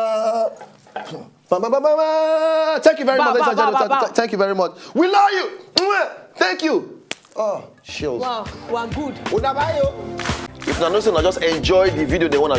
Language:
Nigerian Pidgin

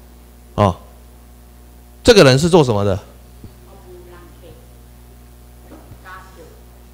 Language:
Chinese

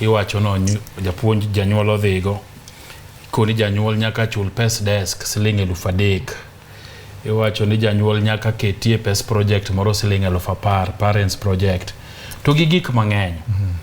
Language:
Luo (Kenya and Tanzania)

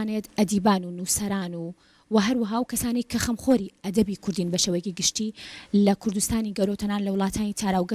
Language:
Central Kurdish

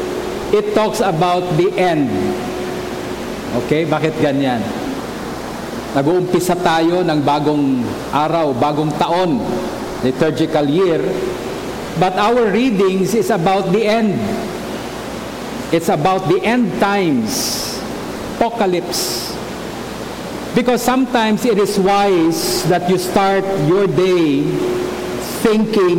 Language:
Filipino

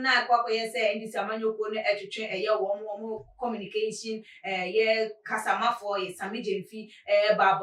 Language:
Akan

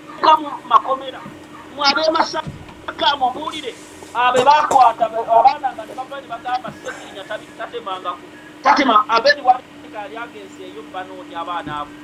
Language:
Ganda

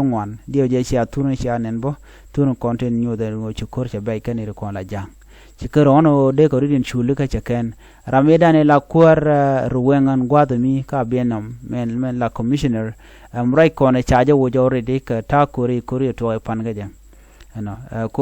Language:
Nuer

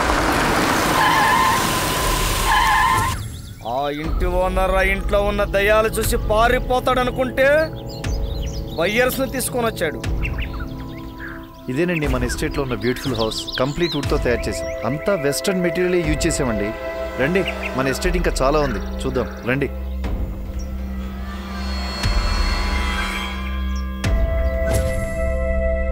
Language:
Telugu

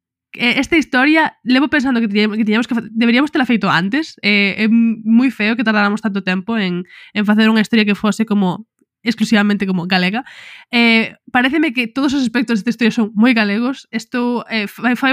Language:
Galician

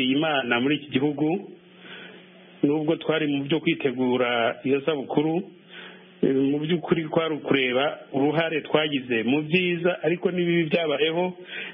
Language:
Kinyarwanda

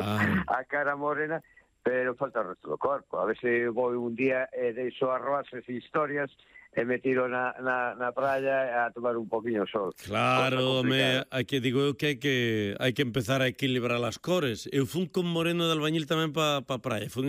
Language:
Galician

